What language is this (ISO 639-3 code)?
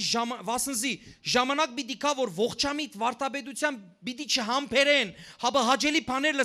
hyw